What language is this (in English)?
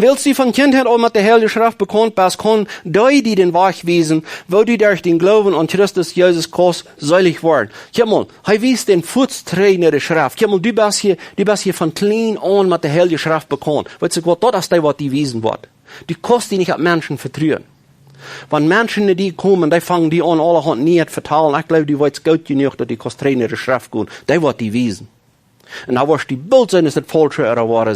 Plautdietsch